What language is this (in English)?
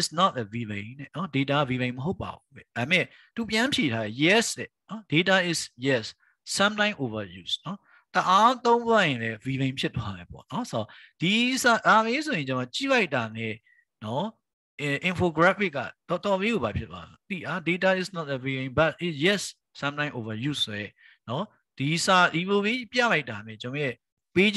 Burmese